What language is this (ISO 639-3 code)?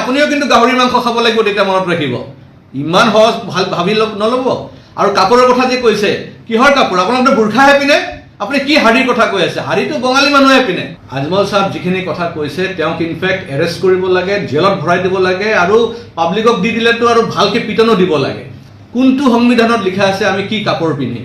asm